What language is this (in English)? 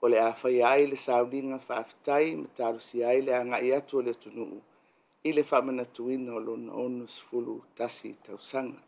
Samoan